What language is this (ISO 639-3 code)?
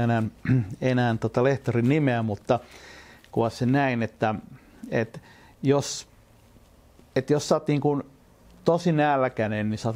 fin